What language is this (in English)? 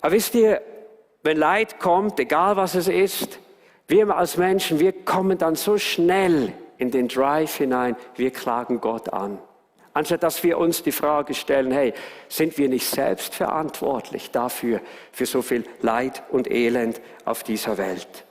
Swiss German